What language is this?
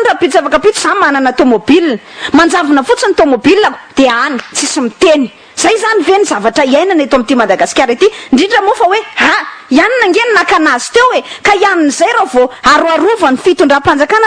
Malagasy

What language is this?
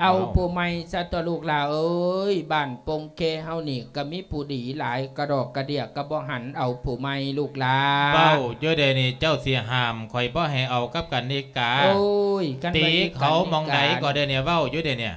Lao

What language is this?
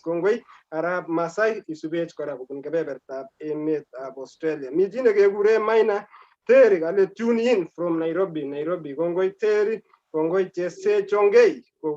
Kalenjin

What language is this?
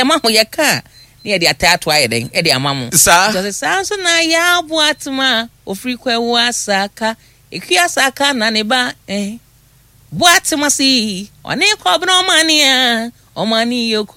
Akan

